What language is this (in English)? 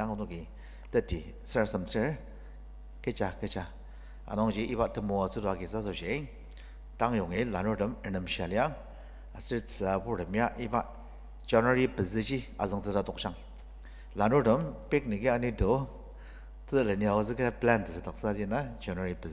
Ao Naga